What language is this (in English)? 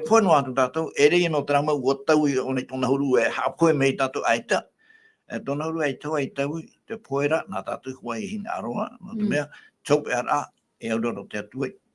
Tahitian